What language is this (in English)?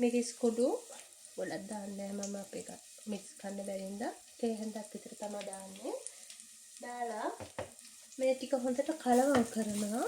Sinhala